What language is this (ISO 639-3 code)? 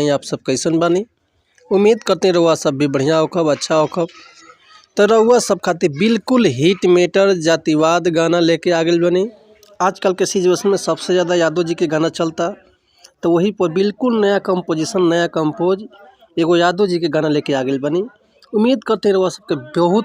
bho